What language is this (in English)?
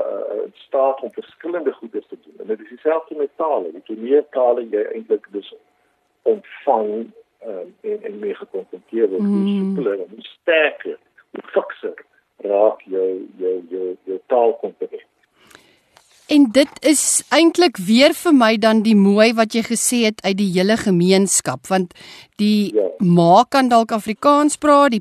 Afrikaans